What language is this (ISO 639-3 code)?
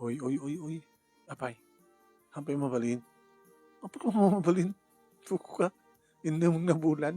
ilo